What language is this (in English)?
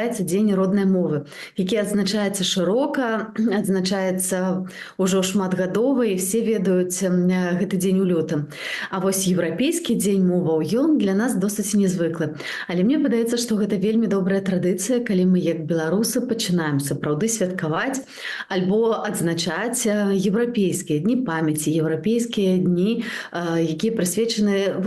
Belarusian